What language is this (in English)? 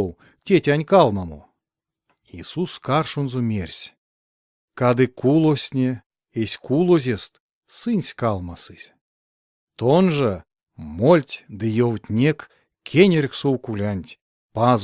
Erzya